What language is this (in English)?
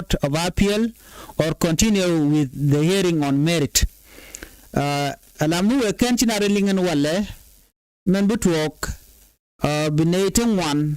Nuer